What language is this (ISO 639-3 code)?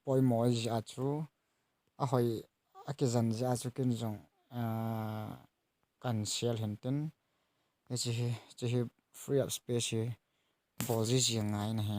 tcz